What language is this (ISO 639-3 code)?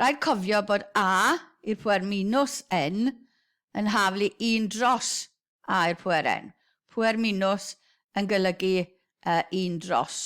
cym